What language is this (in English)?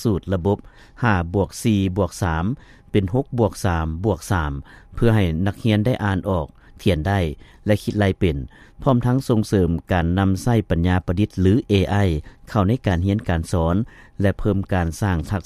Lao